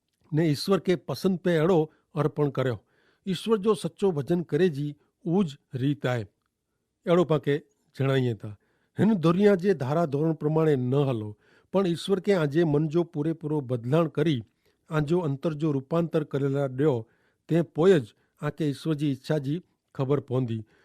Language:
Kachhi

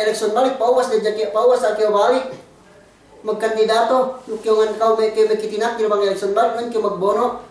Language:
Yakan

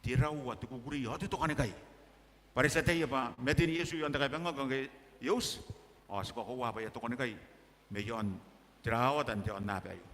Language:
Gilbertese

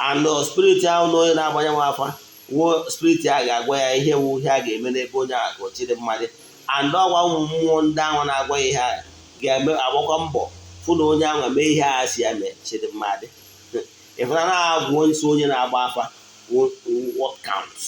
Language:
Igbo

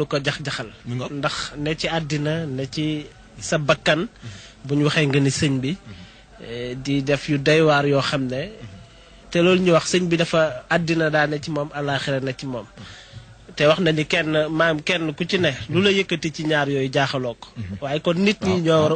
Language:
Wolof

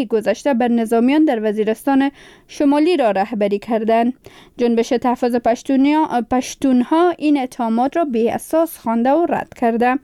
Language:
Persian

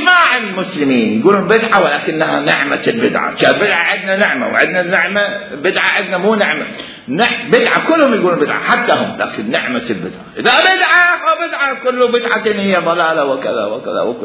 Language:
Mesopotamian Arabic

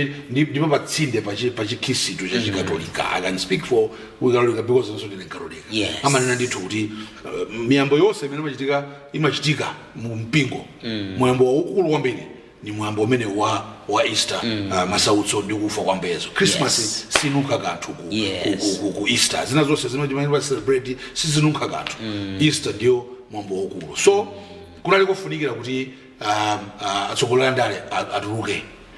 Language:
Nyanja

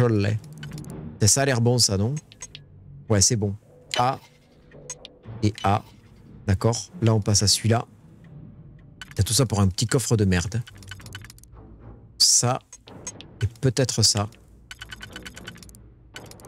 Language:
French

